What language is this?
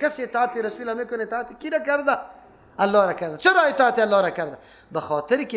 Persian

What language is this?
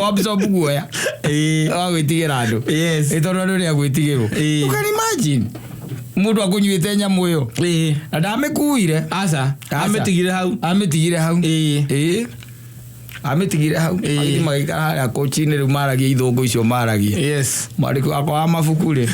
Kikuyu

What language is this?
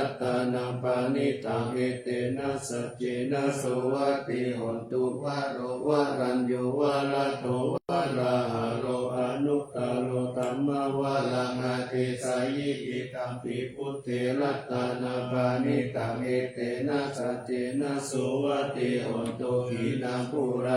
Pali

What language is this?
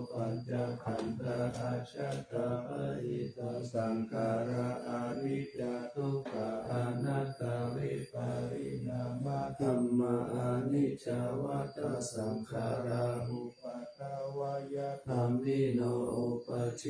Pali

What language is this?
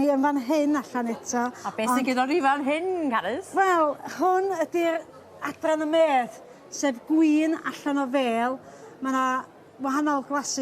Welsh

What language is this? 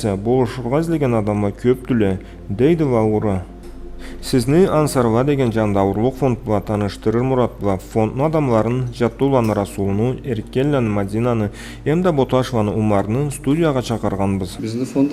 Karachay-Balkar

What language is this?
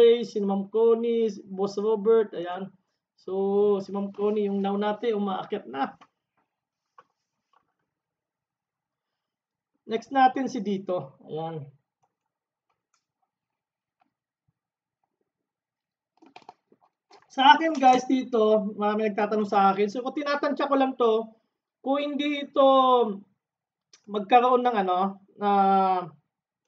Filipino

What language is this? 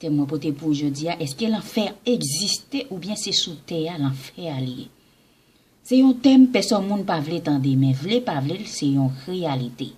Haitian Creole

